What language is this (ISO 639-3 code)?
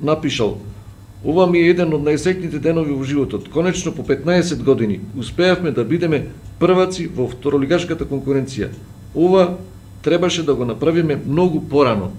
mkd